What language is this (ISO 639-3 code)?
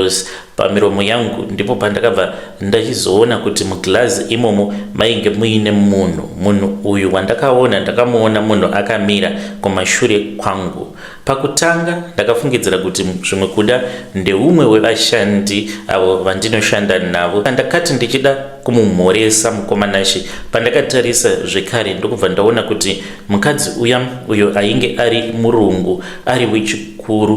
sna